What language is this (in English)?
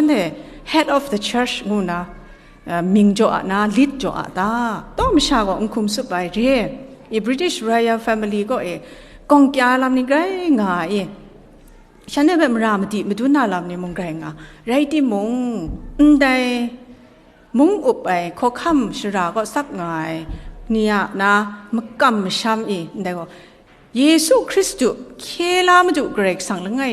Kachin